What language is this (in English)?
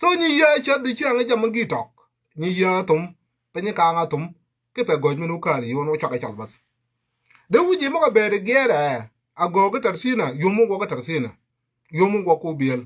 Nuer